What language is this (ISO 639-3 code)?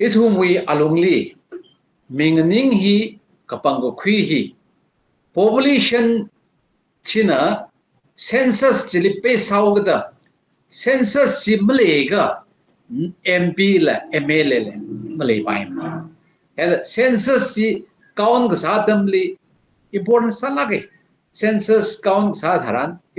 nmf